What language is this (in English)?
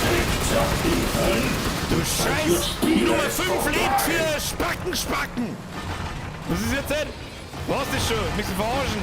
Bavarian